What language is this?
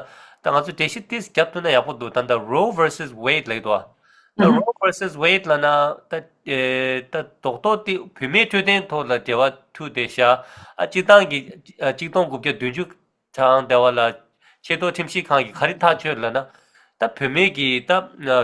Tibetan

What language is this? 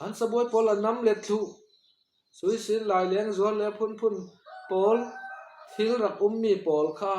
Falam Chin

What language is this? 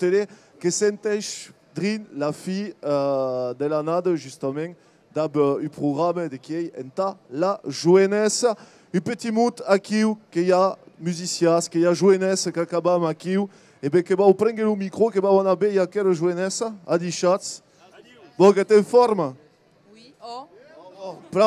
Occitan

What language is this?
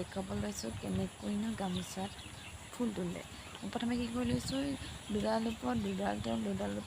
Assamese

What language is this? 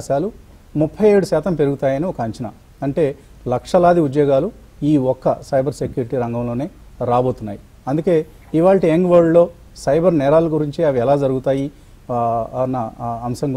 Telugu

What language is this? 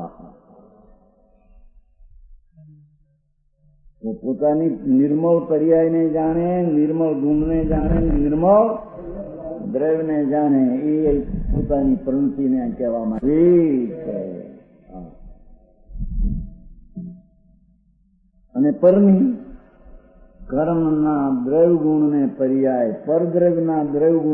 Gujarati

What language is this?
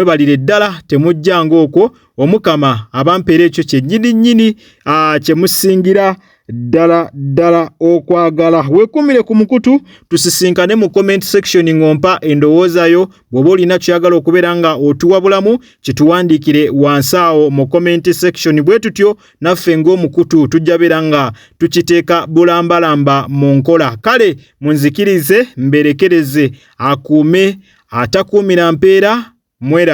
Ganda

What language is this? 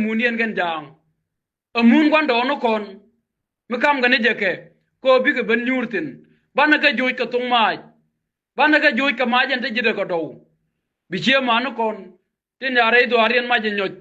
Nuer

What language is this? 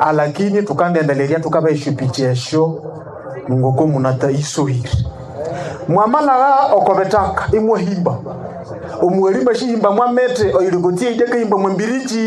Nande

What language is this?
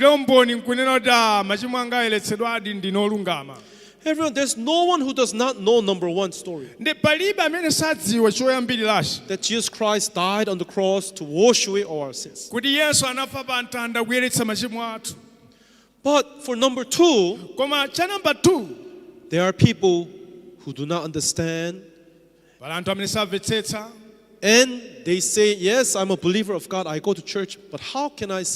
Nyanja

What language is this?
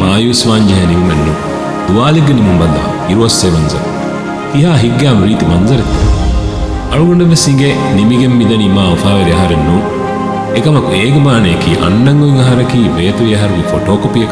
Divehi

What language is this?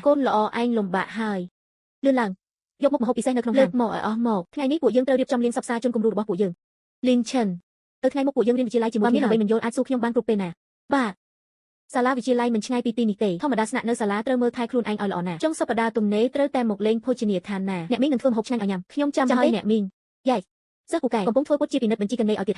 Khmer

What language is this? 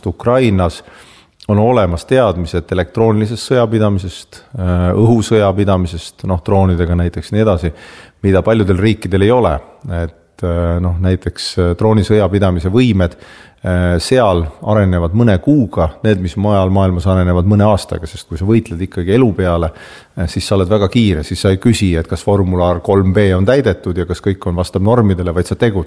Estonian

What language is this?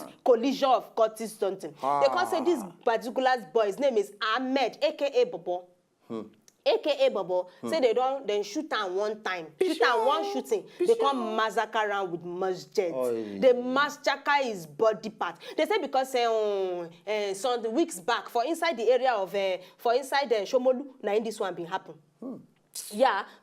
Nigerian Pidgin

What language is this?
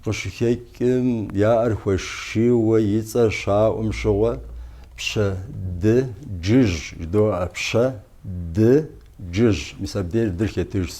Kabardian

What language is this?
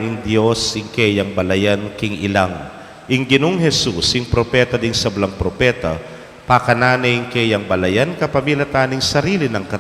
Pampanga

